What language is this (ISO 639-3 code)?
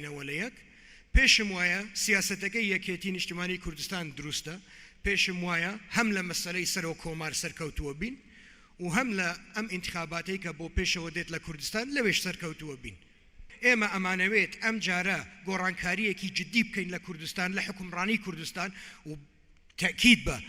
ckb